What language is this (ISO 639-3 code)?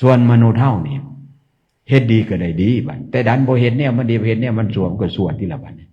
tts